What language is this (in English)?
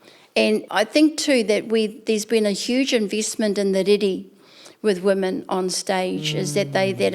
Māori